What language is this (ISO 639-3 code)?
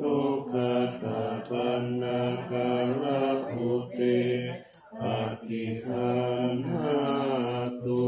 pli